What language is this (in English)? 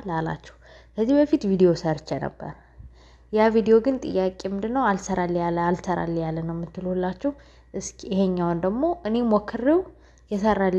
Amharic